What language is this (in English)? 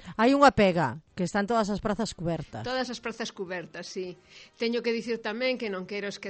Galician